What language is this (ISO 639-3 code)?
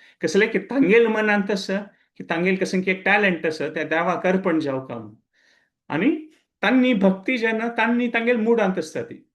kok